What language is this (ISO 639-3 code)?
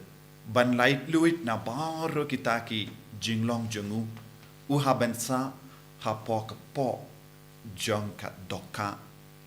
kha